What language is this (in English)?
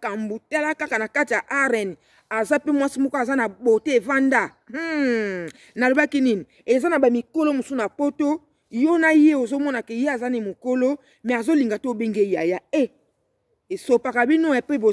Lingala